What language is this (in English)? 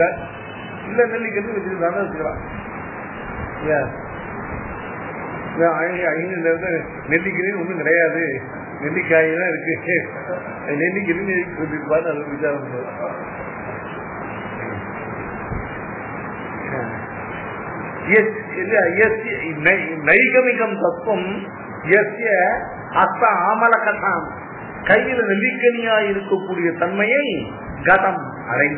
Tamil